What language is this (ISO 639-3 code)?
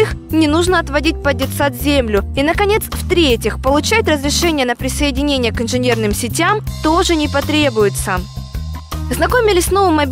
rus